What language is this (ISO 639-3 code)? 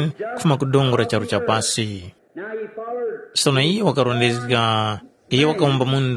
tum